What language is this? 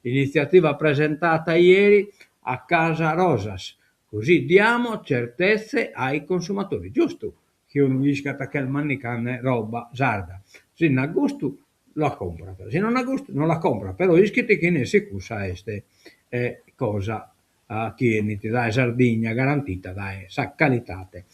Sardinian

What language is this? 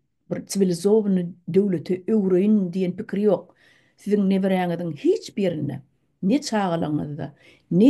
Turkmen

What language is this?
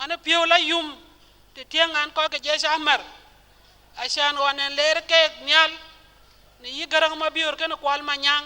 Dinka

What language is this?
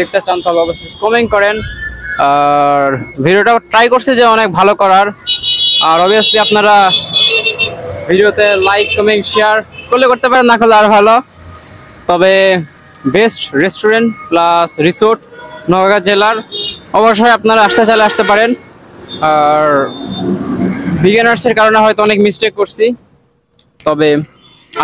Bangla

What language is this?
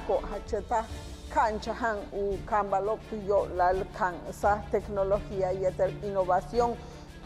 Yucateco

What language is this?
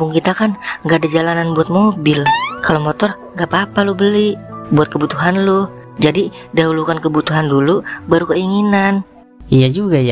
Betawi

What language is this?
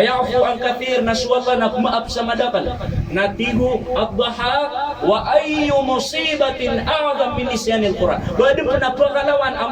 Maranao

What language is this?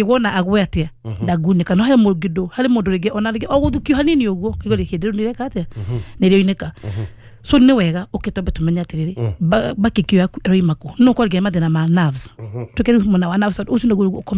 Kikuyu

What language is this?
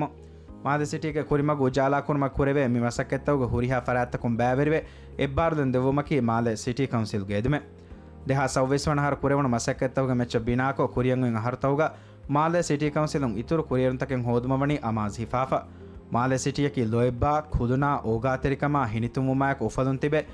Divehi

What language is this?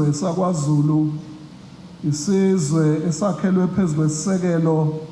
Zulu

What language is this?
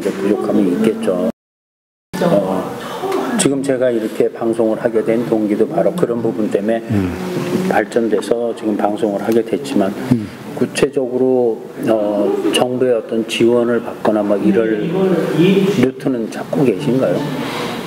Korean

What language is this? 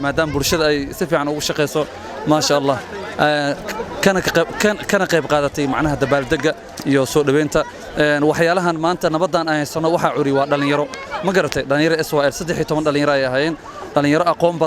Somali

